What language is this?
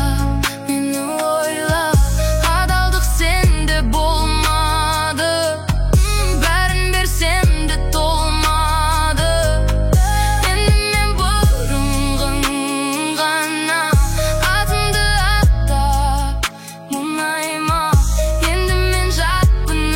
Kazakh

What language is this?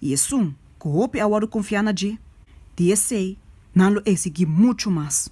Papiamento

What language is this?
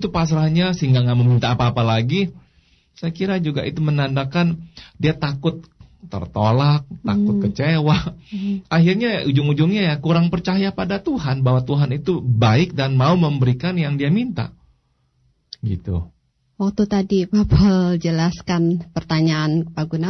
Indonesian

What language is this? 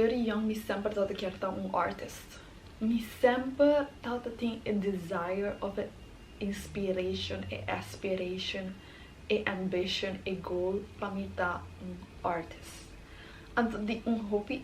Papiamento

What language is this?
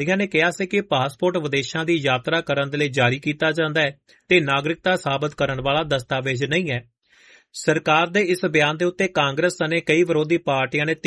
Punjabi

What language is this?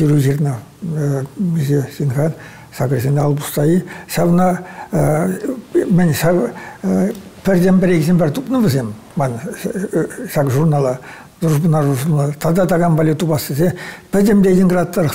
Chuvash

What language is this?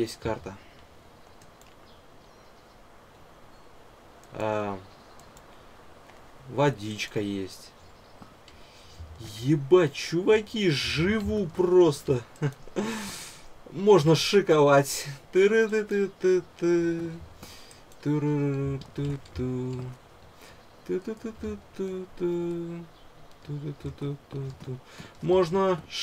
Russian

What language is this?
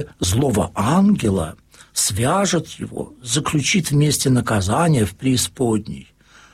Russian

